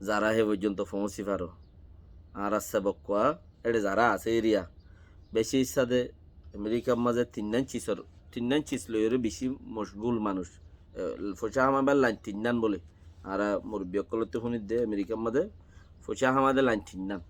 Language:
Rohingya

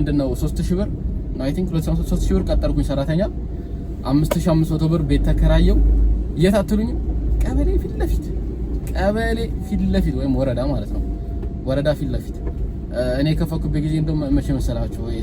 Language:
Amharic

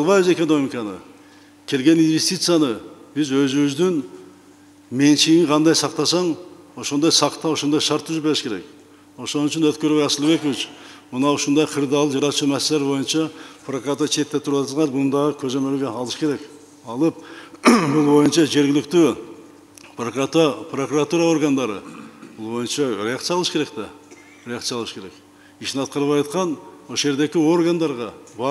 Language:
Kyrgyz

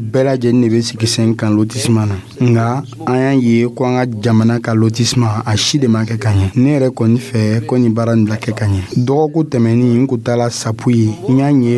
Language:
Dyula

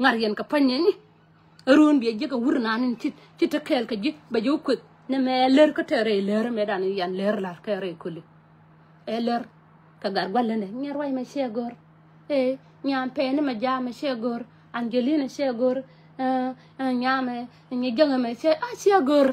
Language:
Nuer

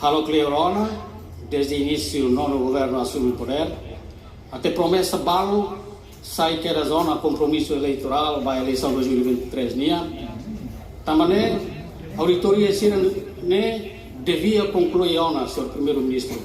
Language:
Tetum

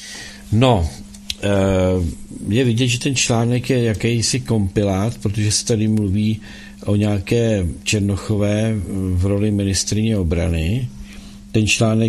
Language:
Czech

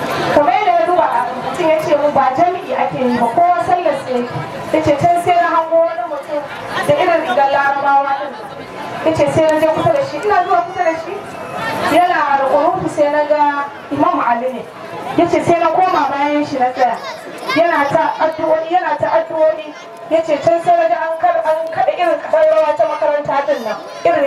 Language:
Hausa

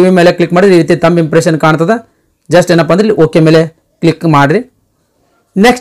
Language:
Kannada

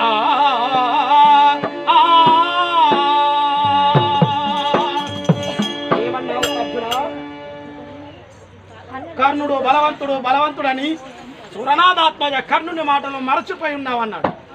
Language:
Telugu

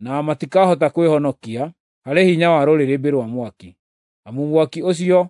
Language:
Kikuyu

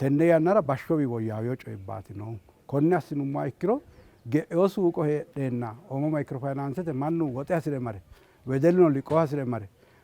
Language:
Sidamo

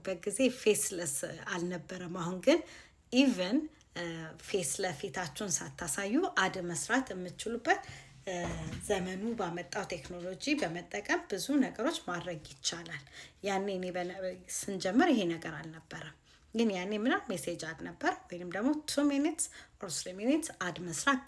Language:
Amharic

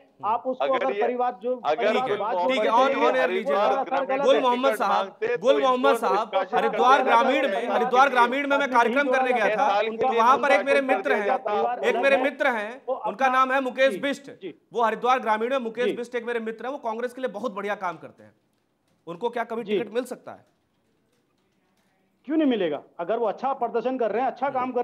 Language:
Hindi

